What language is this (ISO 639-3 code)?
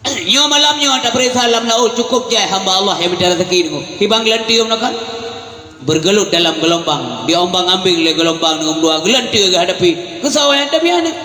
ace